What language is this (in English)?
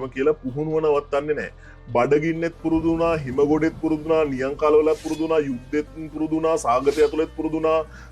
Sinhala